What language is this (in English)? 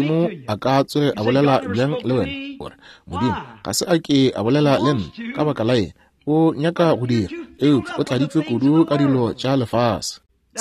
Northern Sotho